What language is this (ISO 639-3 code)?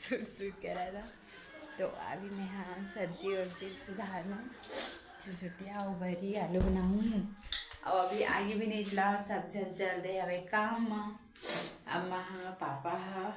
hne